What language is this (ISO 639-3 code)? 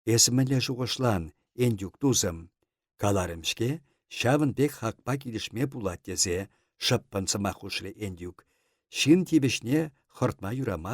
chv